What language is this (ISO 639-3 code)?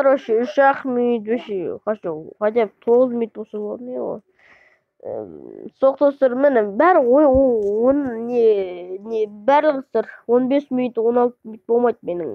kaz